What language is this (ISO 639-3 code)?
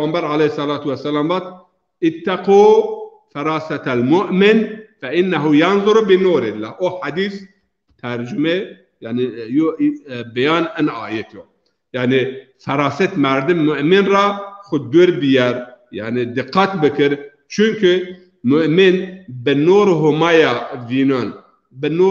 zza